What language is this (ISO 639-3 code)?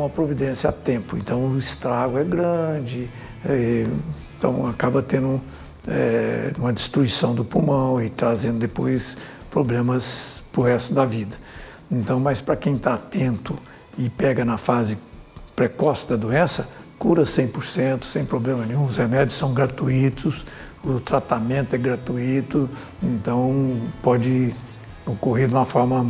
por